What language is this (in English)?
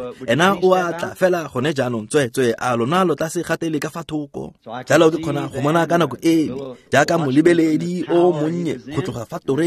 Tswana